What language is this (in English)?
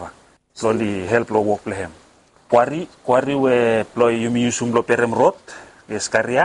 Bislama